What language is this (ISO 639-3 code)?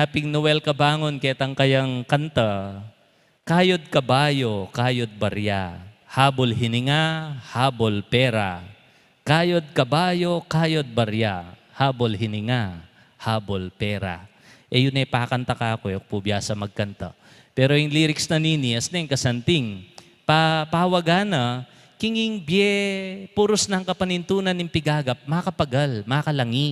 pam